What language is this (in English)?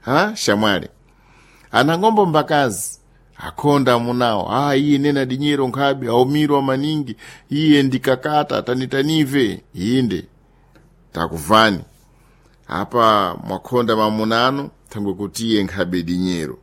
Sena